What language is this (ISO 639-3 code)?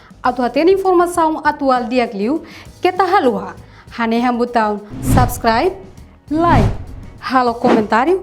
tet